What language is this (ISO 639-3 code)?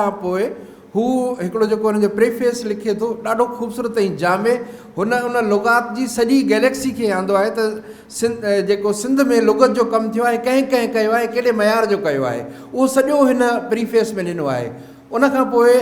snd